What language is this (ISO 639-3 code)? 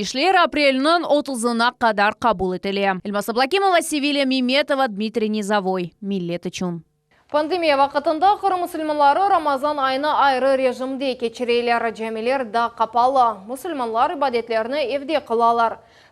crh